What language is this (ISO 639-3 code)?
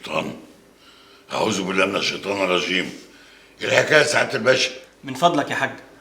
arz